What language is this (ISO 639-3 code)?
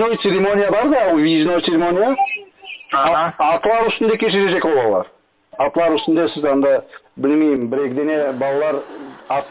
crh